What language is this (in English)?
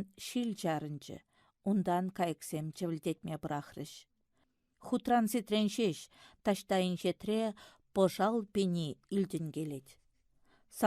Chuvash